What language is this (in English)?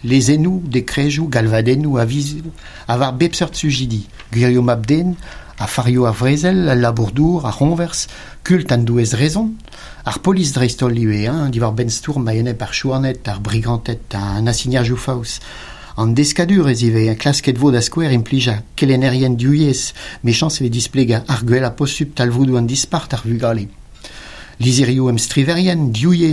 Breton